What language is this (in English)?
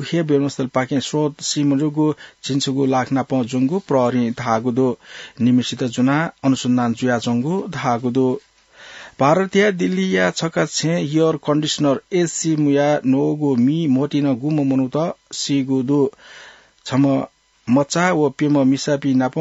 Newari